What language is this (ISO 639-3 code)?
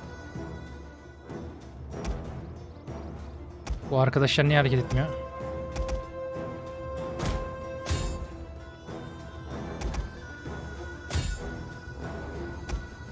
tur